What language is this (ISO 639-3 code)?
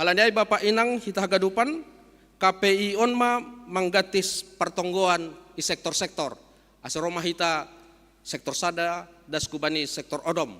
bts